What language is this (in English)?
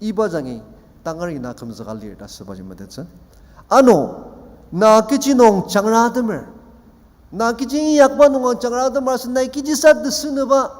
Ao Naga